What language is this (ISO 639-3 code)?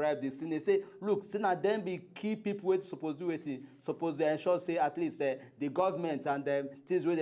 pcm